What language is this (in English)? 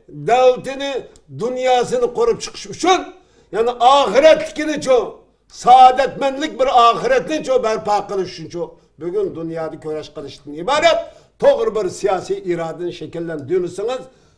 Uyghur